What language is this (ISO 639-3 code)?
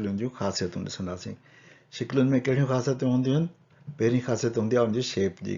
snd